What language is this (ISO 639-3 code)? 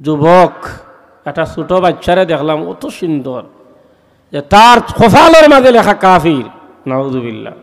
syl